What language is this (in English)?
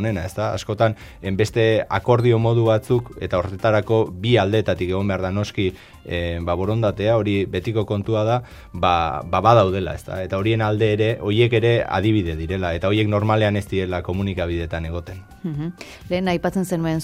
Basque